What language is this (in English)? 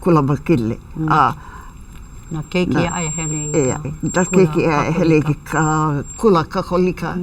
Hawaiian